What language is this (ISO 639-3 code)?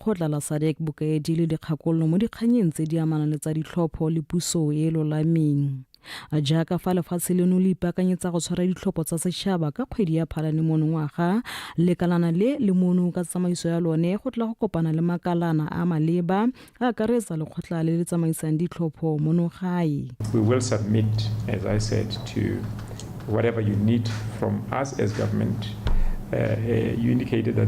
tsn